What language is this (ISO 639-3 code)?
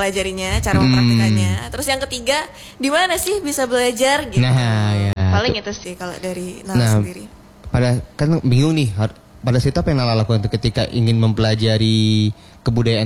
ind